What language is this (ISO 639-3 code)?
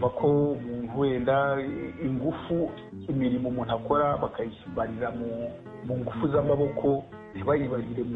kin